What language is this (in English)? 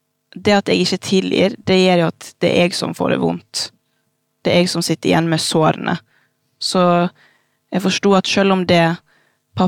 Norwegian